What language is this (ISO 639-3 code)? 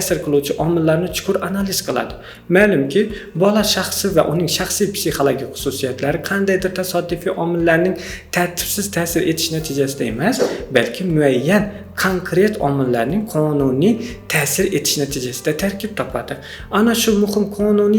uzb